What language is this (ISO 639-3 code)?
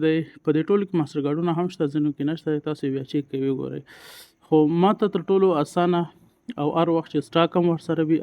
pus